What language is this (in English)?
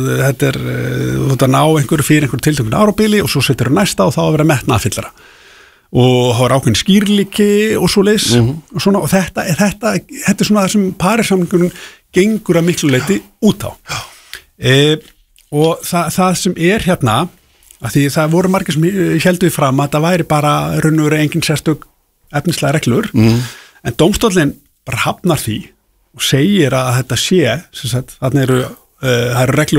Icelandic